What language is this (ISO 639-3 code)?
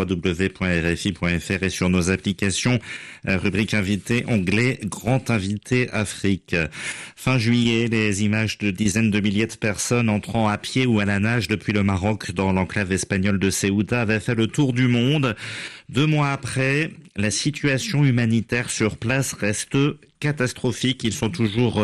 fra